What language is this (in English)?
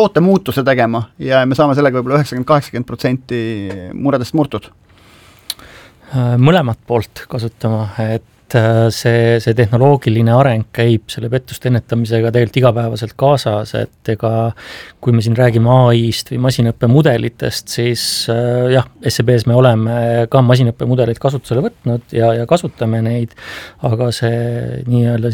Estonian